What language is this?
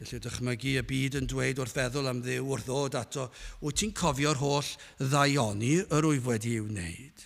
Welsh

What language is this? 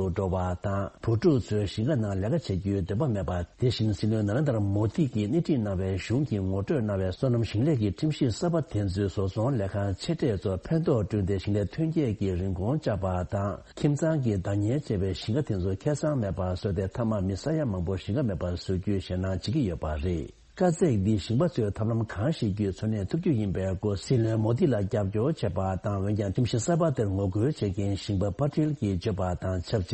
Tibetan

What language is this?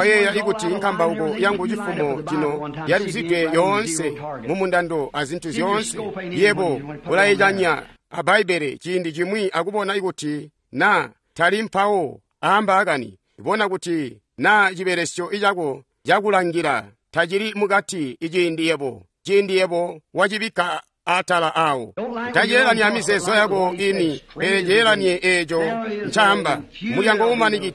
Tonga (Zambia)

